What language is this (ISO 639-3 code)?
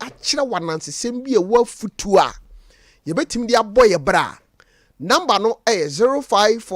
aka